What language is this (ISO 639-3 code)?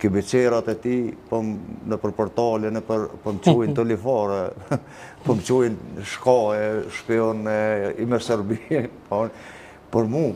sqi